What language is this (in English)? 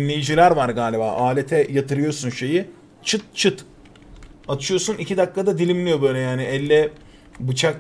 Turkish